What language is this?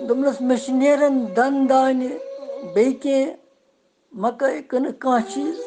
Kashmiri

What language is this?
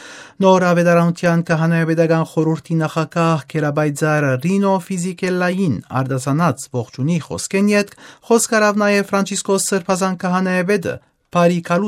Armenian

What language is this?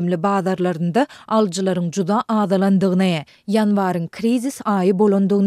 Turkmen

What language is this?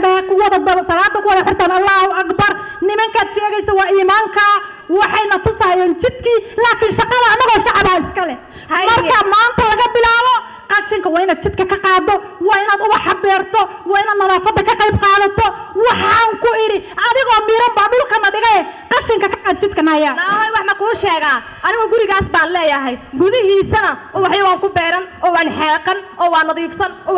Somali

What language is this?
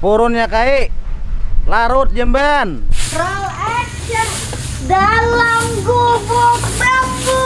Banjar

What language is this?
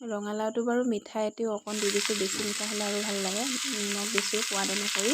Assamese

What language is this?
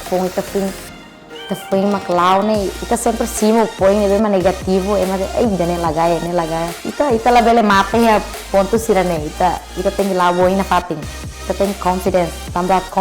Tetum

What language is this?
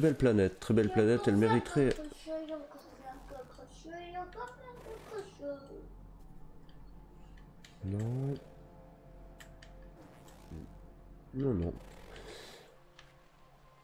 French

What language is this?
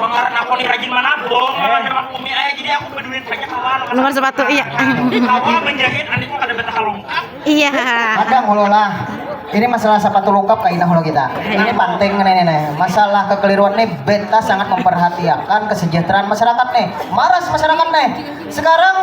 Banjar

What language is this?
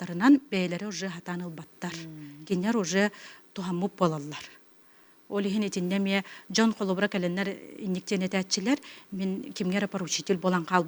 Yakut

